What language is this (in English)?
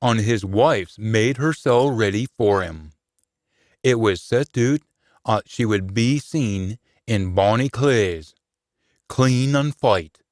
Scots